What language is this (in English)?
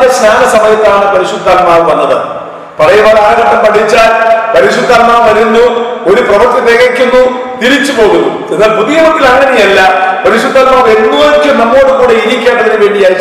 Malayalam